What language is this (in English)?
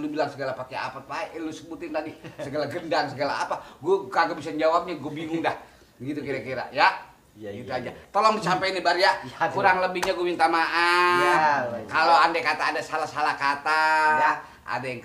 Betawi